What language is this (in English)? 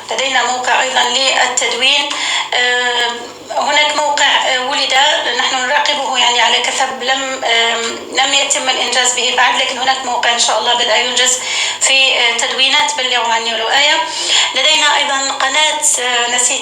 North Levantine Arabic